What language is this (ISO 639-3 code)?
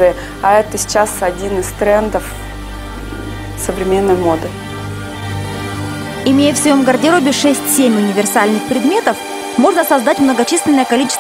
rus